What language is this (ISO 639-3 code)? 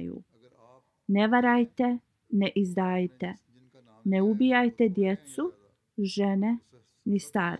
bos